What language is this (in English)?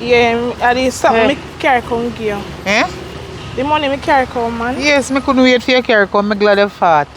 Jamaican Creole English